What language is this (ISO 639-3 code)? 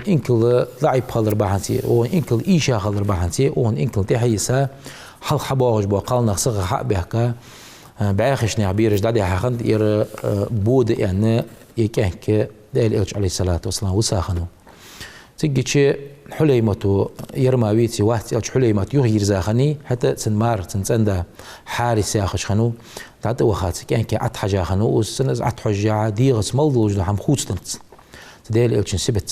inh